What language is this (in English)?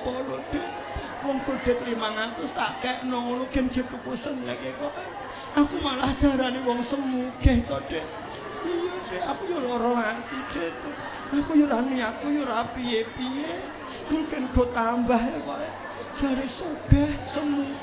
Javanese